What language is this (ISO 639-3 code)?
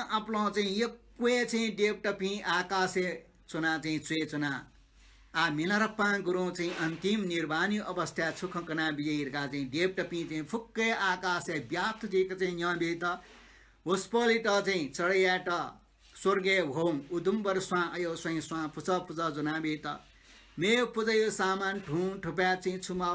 new